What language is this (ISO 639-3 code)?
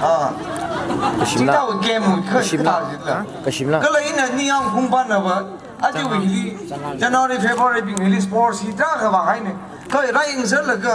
nmf